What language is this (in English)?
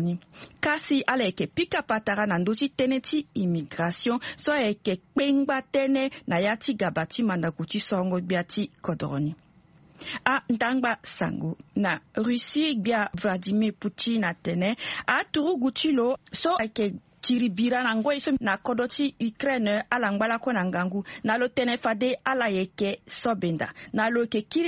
Sango